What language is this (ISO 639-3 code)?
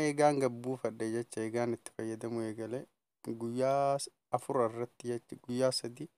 orm